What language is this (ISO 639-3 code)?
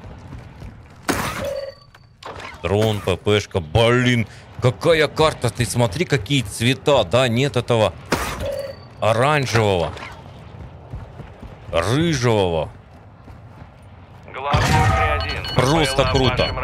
rus